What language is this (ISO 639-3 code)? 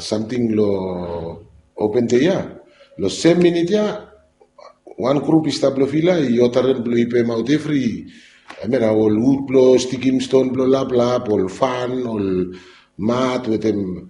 bis